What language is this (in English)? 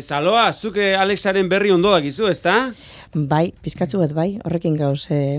Basque